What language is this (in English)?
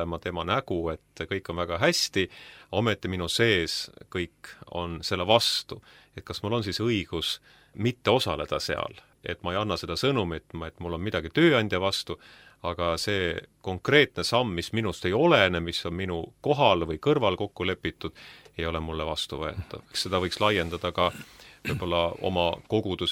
Estonian